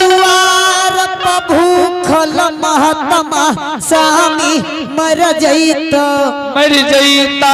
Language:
Angika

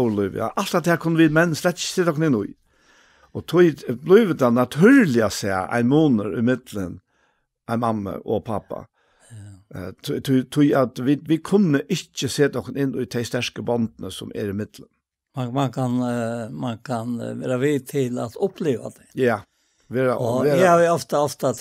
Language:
Faroese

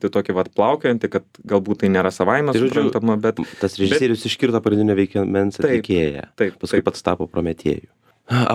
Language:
Lithuanian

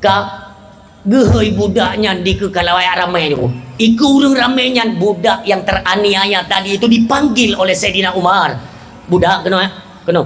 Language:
Achinese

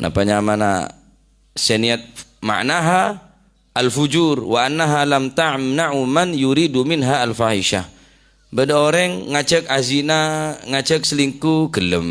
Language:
Madurese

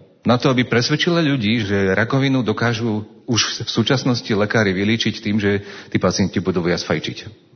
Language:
Slovak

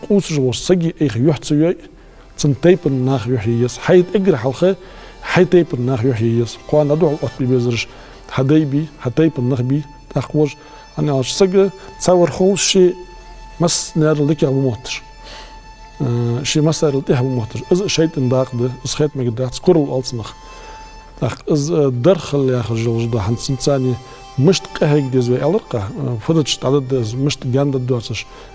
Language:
Ingush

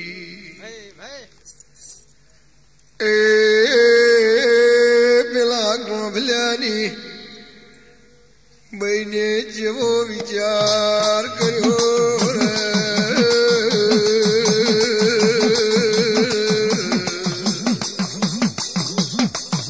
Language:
Gujarati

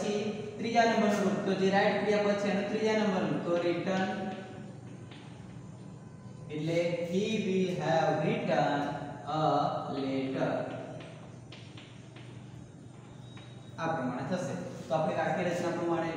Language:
Gujarati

